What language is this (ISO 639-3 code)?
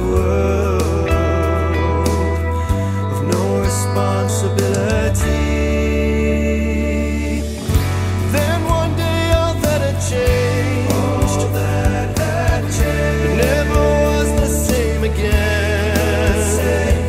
eng